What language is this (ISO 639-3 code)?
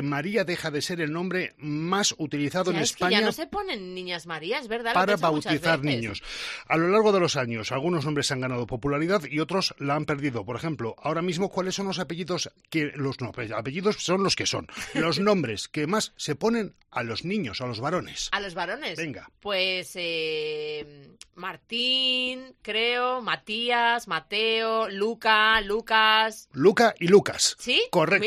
spa